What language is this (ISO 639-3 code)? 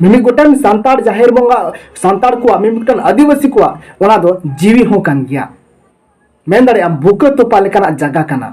sat